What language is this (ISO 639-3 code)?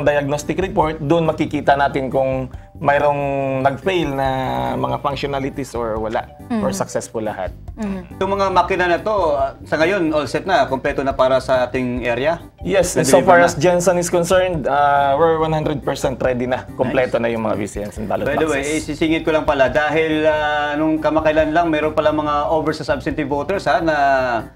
fil